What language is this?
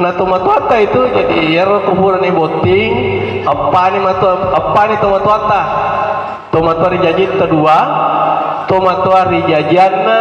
Buginese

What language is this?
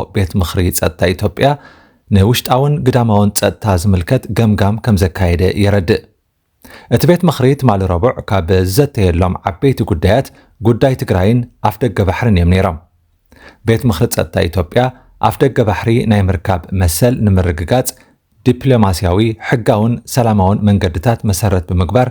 Tigrinya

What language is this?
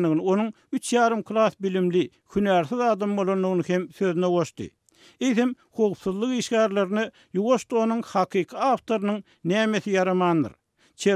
Turkmen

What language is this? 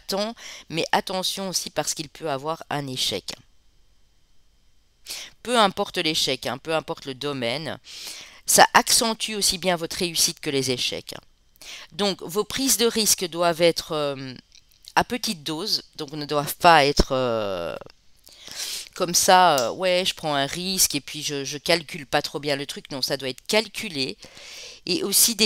French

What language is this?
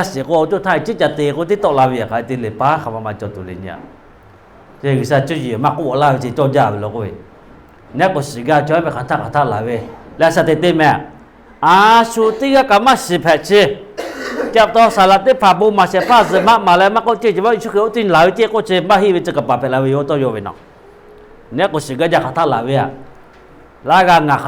Lahu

